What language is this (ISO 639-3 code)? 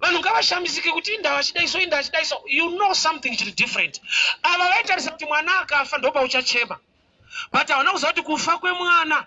sna